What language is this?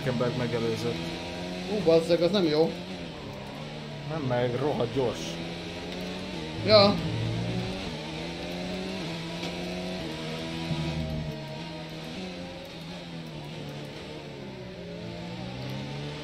Hungarian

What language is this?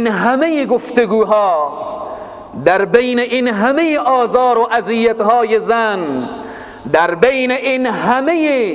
Persian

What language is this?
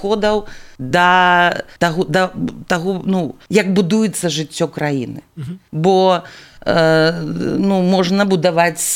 Belarusian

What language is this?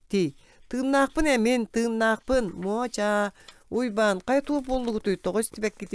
Yakut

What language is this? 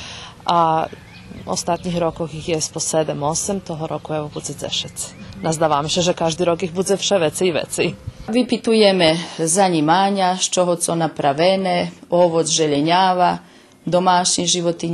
Rusyn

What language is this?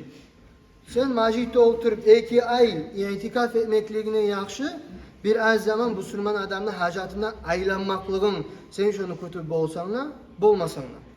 Kumyk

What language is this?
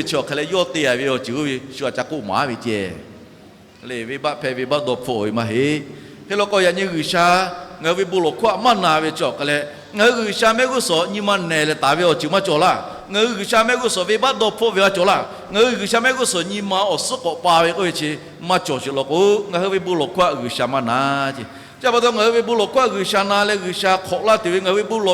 Lahu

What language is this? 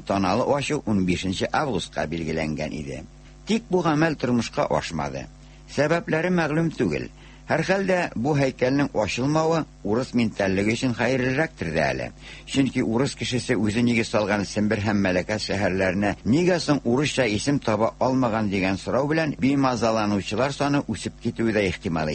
Tatar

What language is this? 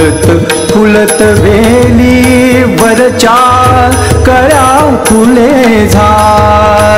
Marathi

